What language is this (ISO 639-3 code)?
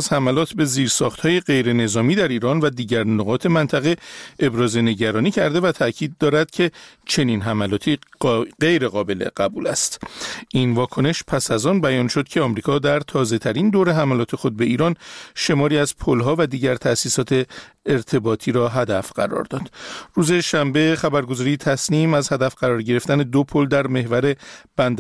fas